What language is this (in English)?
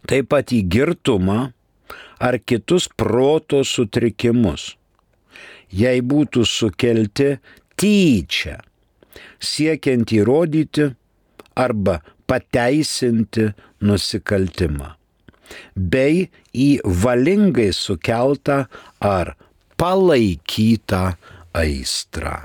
Lithuanian